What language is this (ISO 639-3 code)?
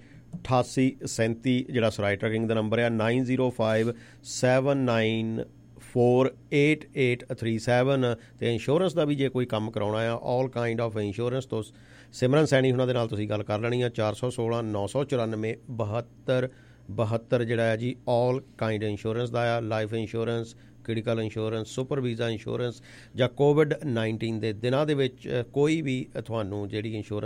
pan